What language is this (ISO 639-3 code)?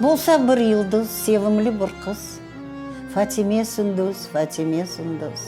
crh